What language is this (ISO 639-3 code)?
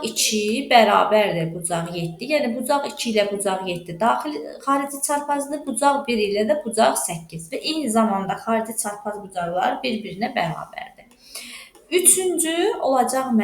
aze